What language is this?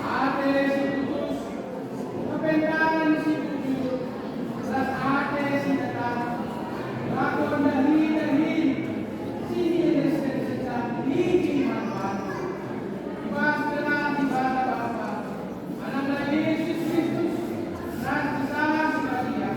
Batak Karo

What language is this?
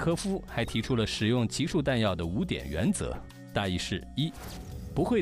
Chinese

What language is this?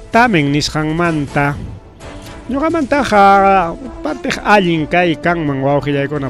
Ayacucho Quechua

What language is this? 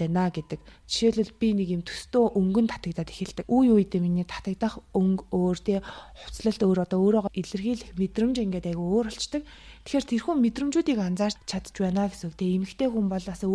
Mongolian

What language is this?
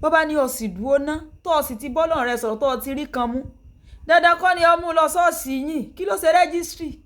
Yoruba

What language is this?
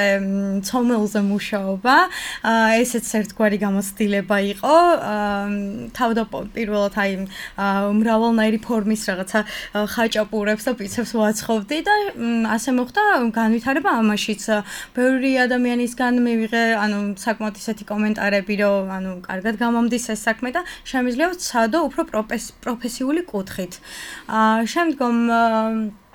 Georgian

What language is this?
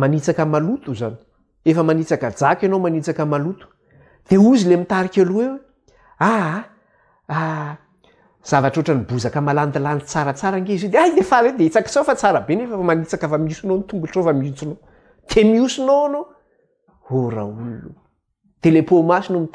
Malagasy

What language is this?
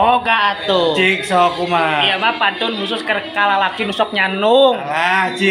Sundanese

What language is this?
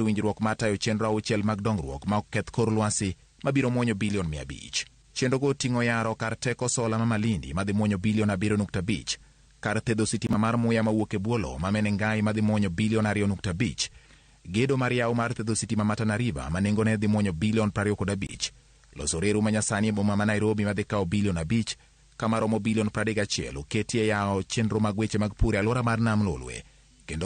Luo (Kenya and Tanzania)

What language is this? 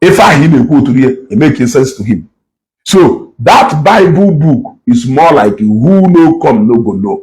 Igbo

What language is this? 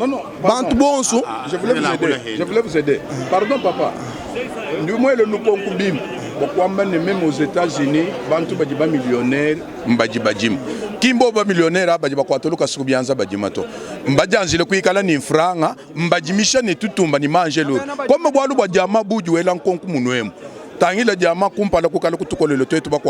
Luba-Lulua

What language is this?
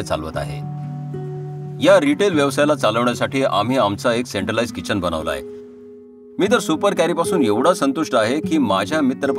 Marathi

